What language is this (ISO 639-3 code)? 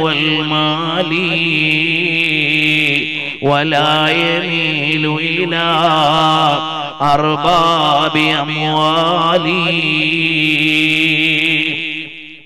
mal